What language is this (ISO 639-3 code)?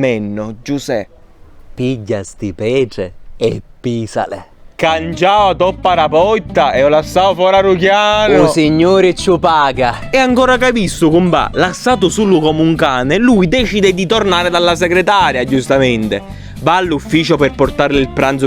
scn